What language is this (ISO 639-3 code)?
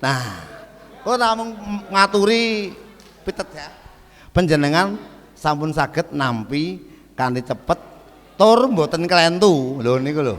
jav